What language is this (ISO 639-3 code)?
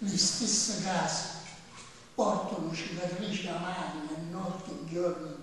scn